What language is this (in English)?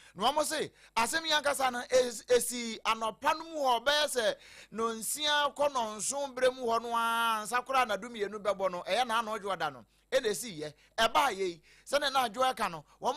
Akan